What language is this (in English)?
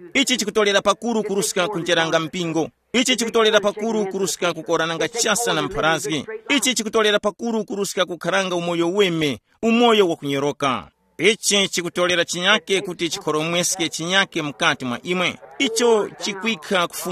Tumbuka